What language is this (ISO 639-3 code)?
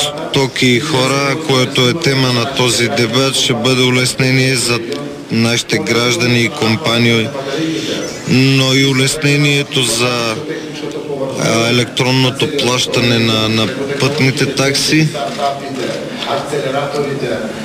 bul